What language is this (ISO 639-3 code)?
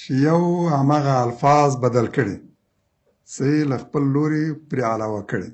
pus